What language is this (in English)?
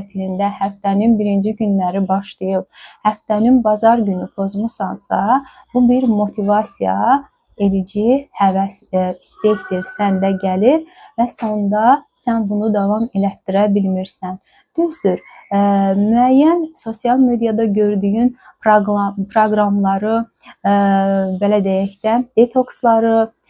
Azerbaijani